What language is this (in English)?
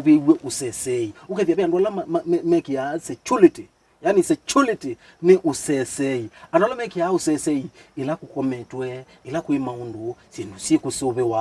Kamba